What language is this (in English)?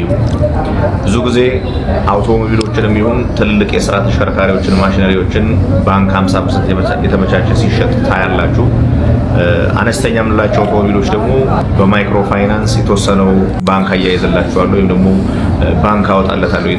Amharic